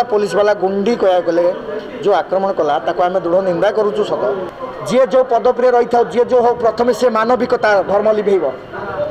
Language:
Odia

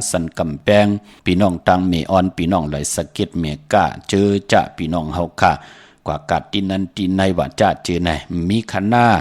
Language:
Shan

